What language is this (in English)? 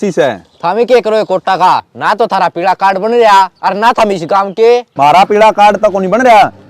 Haryanvi